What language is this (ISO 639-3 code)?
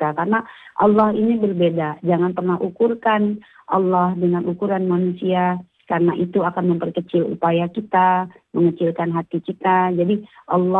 ind